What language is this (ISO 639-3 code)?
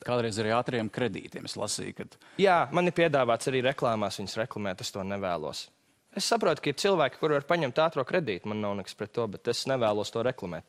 lav